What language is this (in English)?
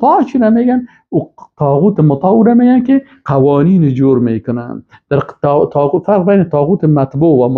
Persian